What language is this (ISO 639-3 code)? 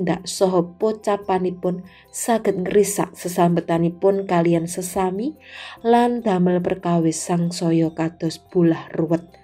jav